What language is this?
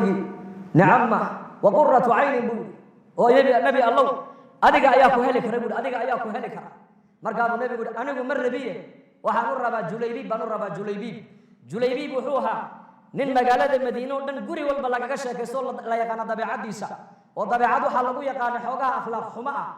Somali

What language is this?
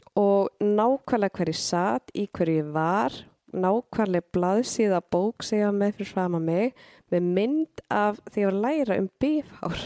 Icelandic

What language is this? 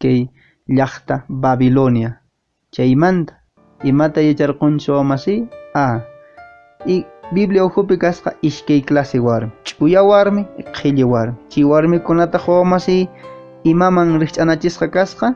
Quechua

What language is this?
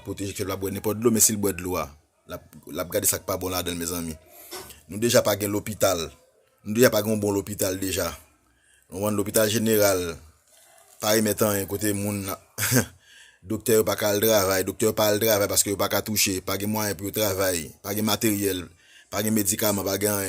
Haitian Creole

